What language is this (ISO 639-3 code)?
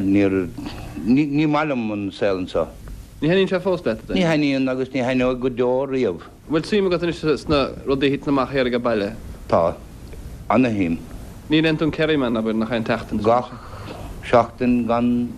gle